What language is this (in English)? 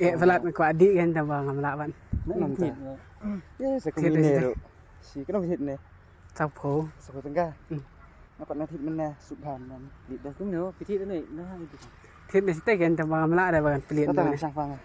Khasi